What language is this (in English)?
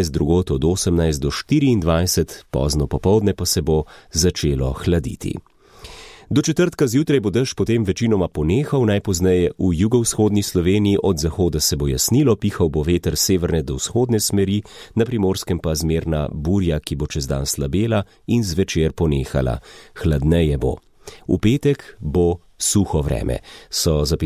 Slovenian